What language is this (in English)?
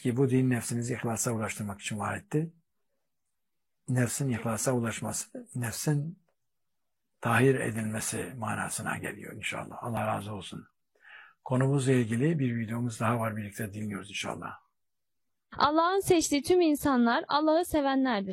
Turkish